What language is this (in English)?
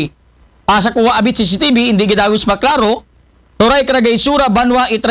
Aklanon